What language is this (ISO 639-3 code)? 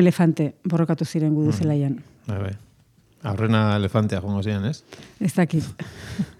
eus